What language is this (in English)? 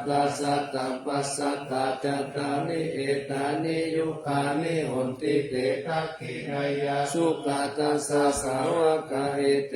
Pali